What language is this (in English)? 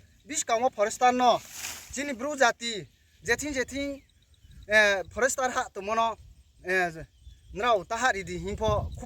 Riang (India)